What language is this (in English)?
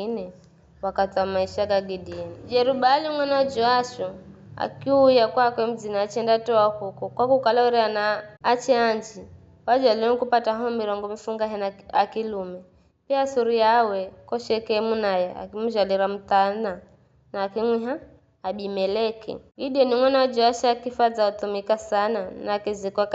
Giryama